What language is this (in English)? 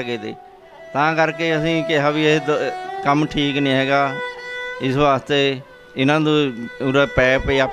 Punjabi